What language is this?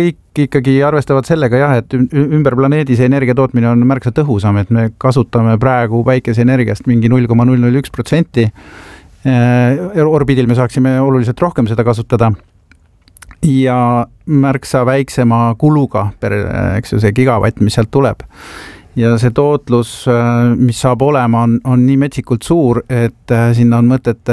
Estonian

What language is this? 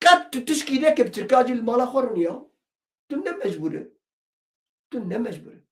Kurdish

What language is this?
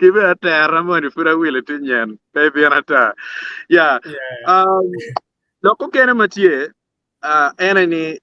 Acoli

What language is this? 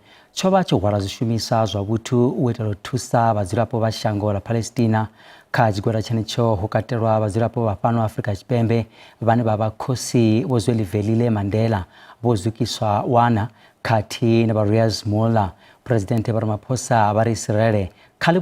Venda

